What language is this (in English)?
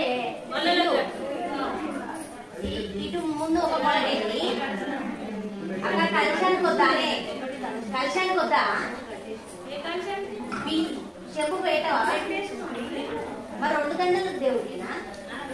Telugu